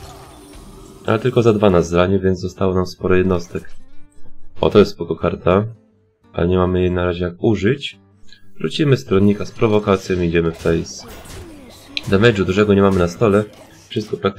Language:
Polish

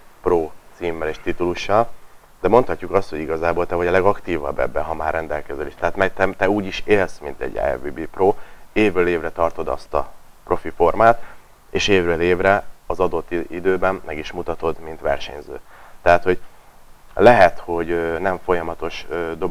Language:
Hungarian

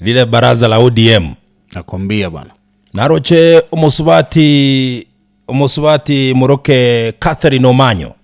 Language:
Gusii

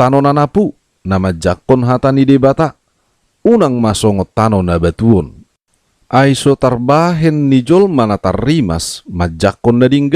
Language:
Batak Toba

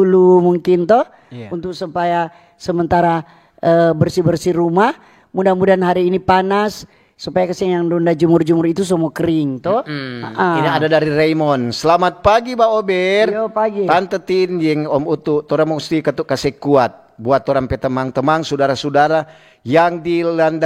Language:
Manado Malay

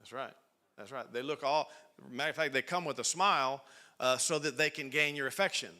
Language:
English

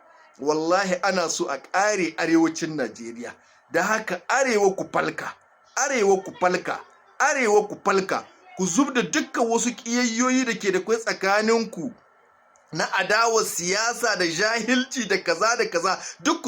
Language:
Hausa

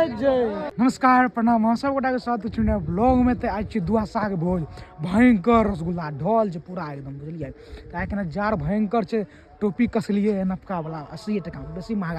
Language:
Maithili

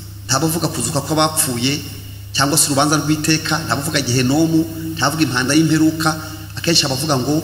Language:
Kinyarwanda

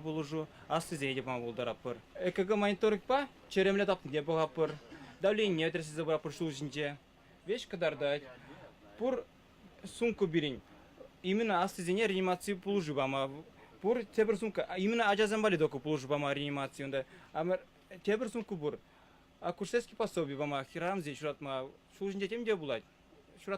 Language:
Chuvash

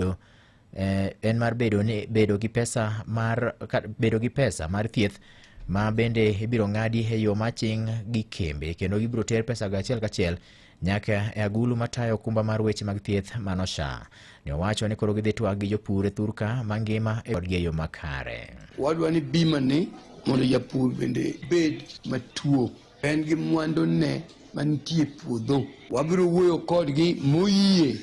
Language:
Luo (Kenya and Tanzania)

